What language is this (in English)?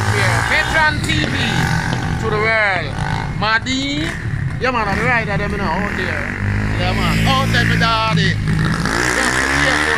Jamaican Creole English